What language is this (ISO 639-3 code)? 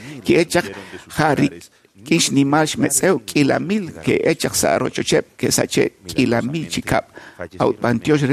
kek